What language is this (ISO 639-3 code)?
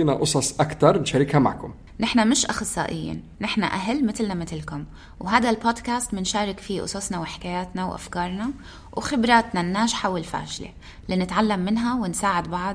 apc